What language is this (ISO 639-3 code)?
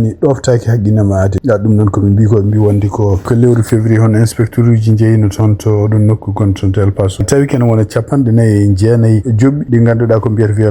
ful